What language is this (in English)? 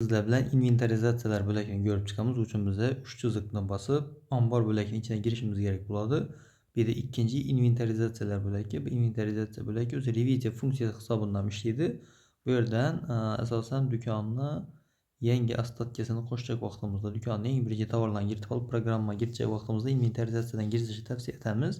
Uzbek